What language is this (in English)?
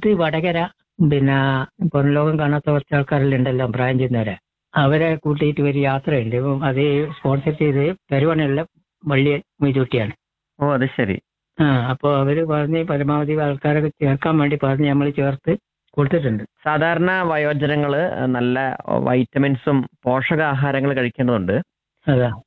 Malayalam